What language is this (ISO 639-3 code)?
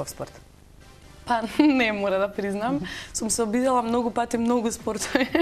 mkd